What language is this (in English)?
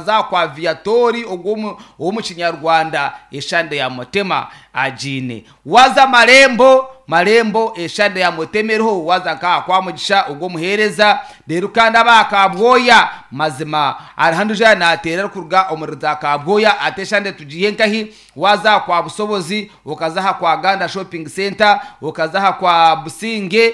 Nyankole